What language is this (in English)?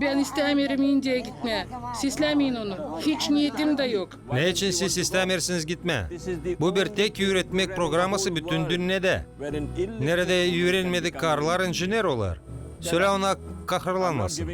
Gagauz